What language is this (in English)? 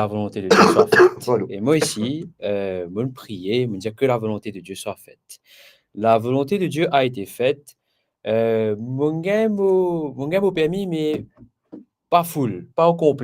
Morisyen